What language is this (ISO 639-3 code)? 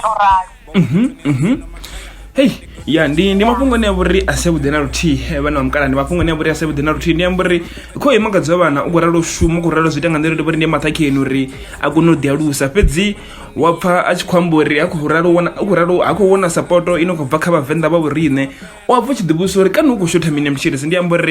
ven